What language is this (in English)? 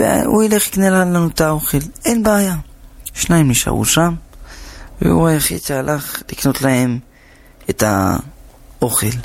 Hebrew